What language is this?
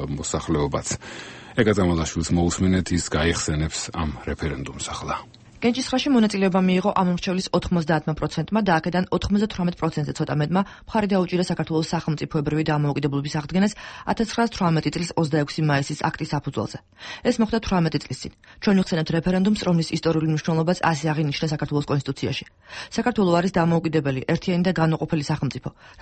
Georgian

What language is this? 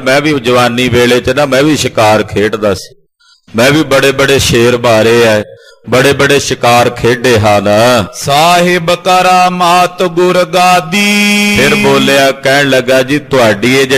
Punjabi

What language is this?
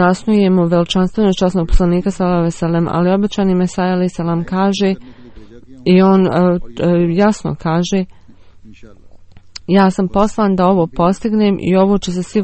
Bosnian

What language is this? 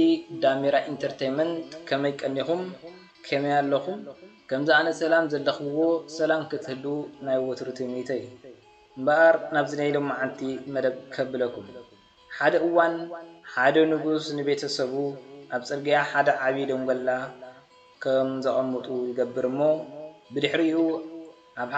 Tigrinya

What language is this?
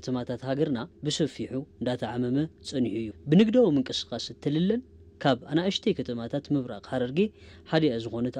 Tigrinya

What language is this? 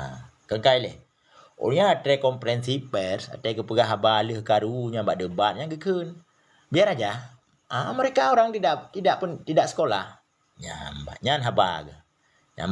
Achinese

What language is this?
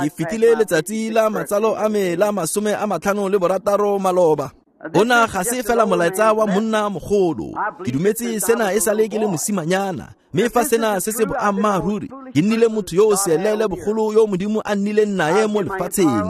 Tswana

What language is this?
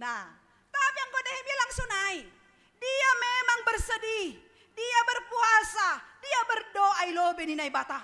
Batak Simalungun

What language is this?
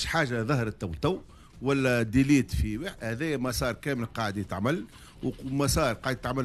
Tunisian Arabic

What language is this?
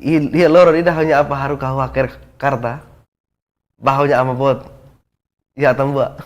Tetum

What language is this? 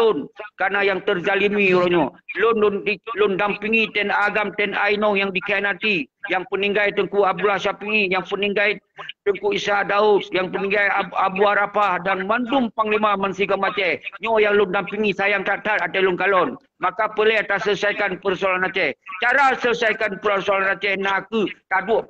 Achinese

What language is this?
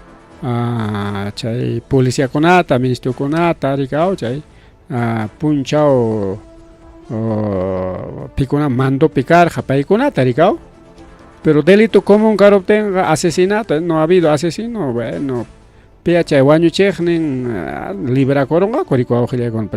Ayacucho Quechua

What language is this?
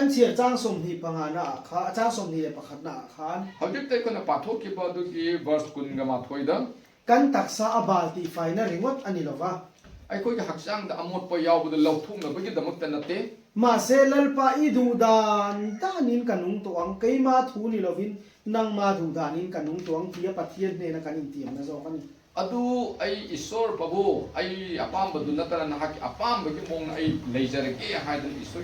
Manipuri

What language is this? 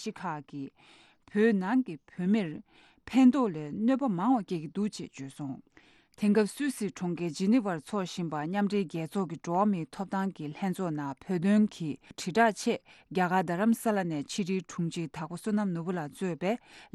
Tibetan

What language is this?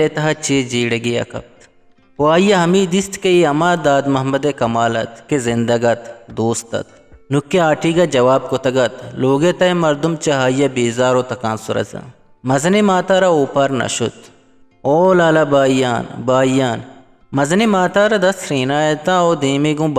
Eastern Balochi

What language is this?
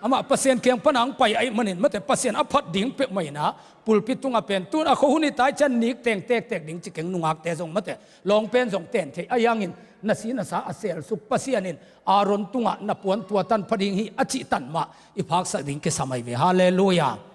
Tedim Chin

